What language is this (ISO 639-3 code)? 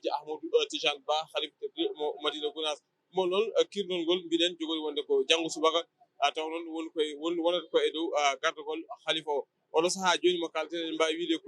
ful